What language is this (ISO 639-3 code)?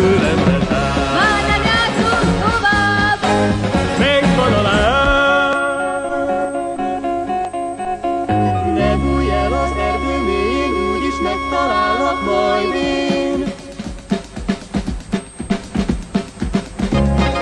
hun